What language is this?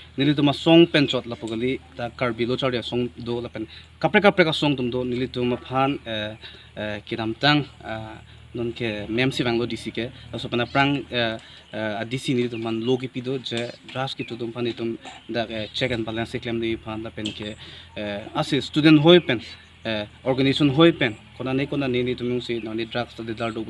Karbi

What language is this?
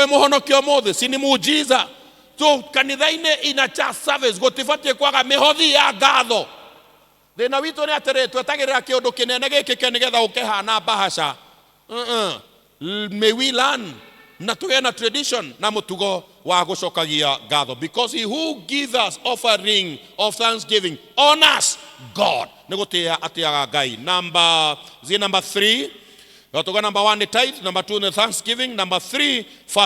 Kikuyu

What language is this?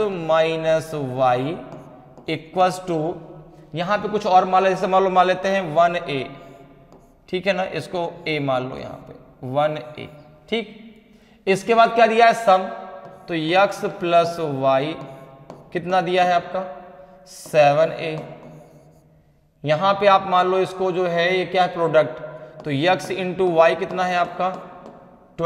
Hindi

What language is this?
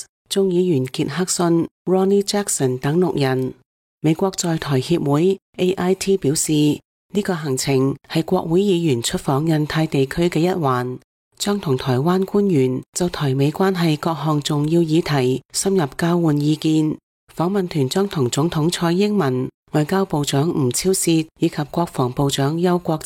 Cantonese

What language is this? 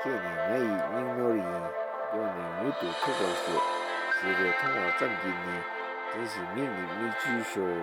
Tibetan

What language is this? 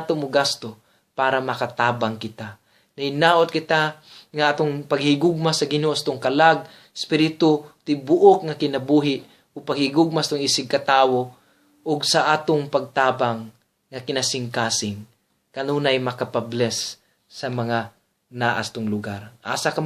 Cebuano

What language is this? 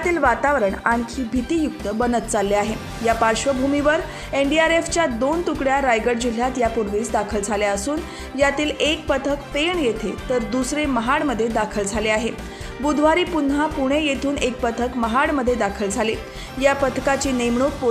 Marathi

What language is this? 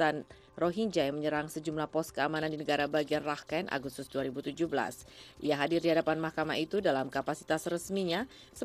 Indonesian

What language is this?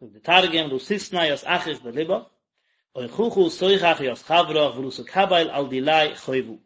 Yiddish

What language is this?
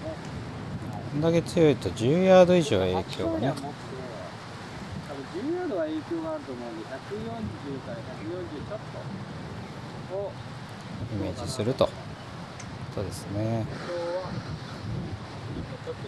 Japanese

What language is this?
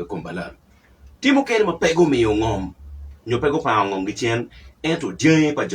Acoli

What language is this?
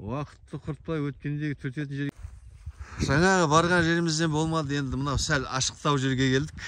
Kazakh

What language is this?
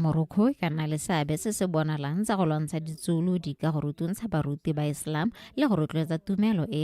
Tswana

